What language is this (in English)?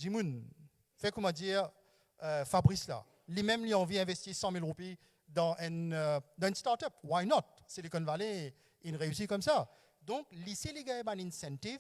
Morisyen